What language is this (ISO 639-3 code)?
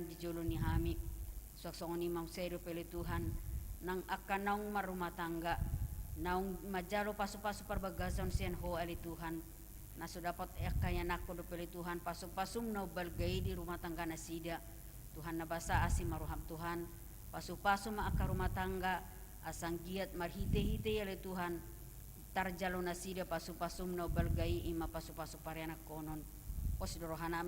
bbc